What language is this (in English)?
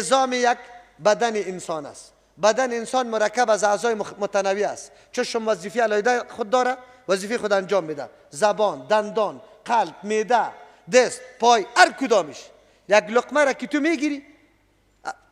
Persian